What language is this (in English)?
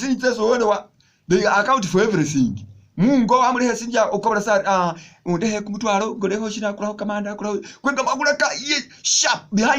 Masaaba